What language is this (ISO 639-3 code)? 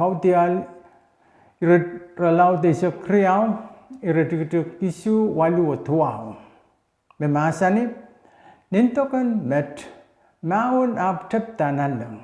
pon